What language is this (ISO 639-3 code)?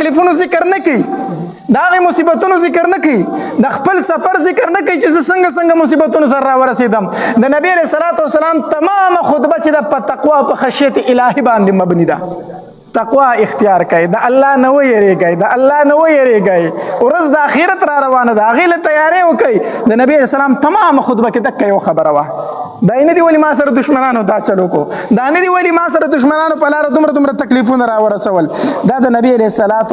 pus